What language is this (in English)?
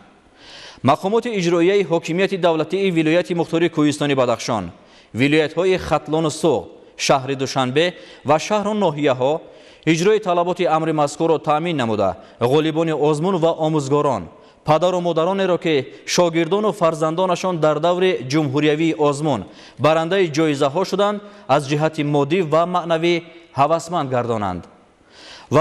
Tajik